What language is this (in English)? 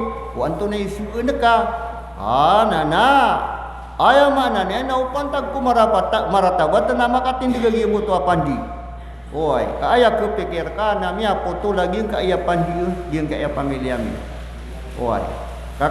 Maranao